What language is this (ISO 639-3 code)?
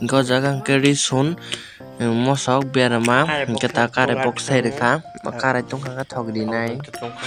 trp